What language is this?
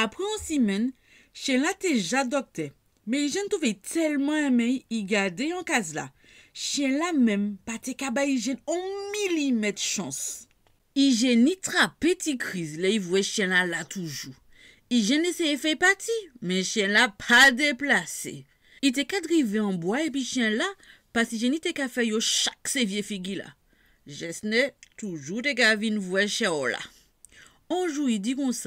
Guadeloupean Creole French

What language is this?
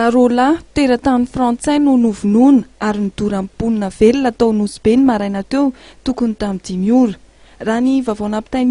Malagasy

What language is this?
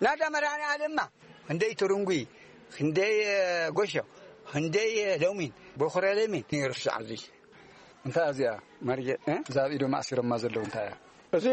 Tigrinya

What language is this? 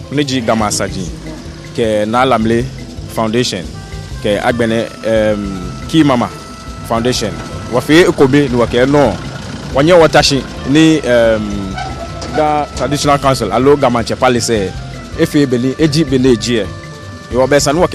Ga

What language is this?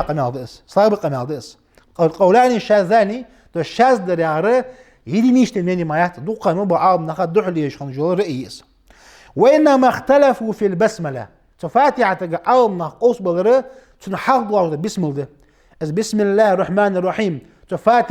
Ingush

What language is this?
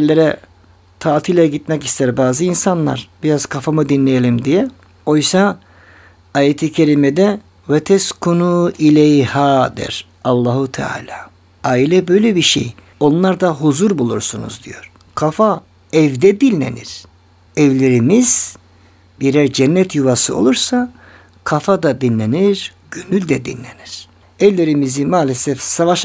Turkish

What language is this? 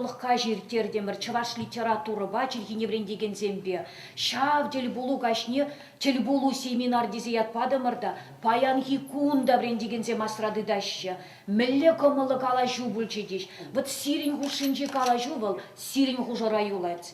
Chuvash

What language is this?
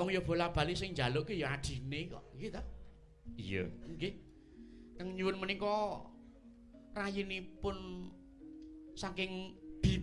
Javanese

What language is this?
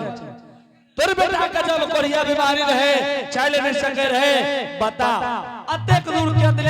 Angika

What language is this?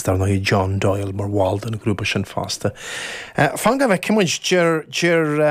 Irish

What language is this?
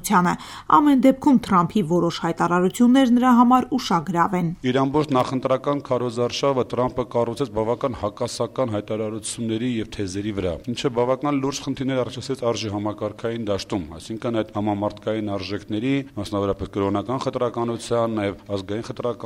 Armenian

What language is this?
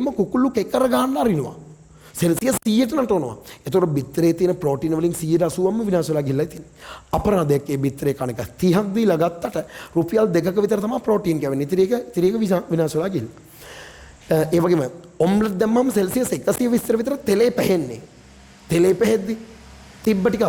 Sinhala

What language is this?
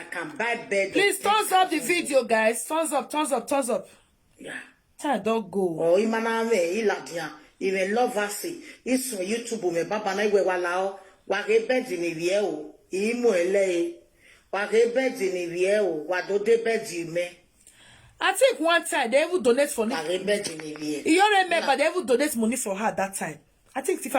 Nigerian Pidgin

